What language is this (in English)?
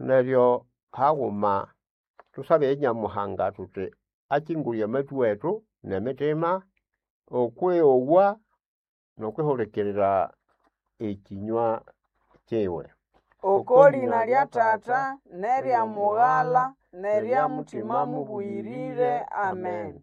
Nande